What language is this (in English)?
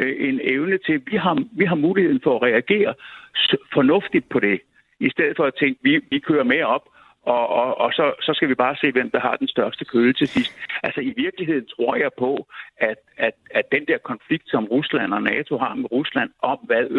Danish